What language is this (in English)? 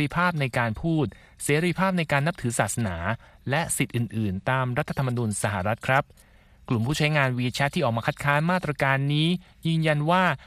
Thai